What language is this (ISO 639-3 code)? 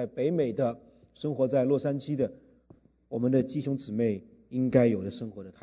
zho